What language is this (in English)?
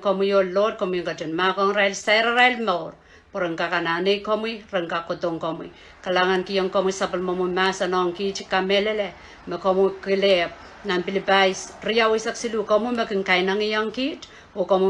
Pohnpeian